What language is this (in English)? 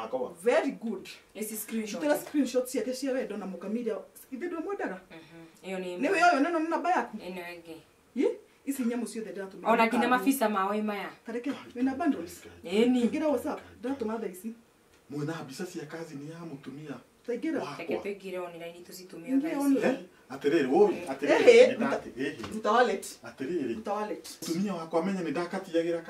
Kikuyu